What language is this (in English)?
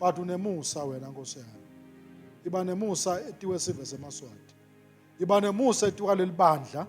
Swati